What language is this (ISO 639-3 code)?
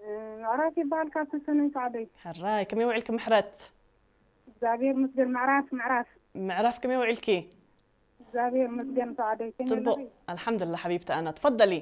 tir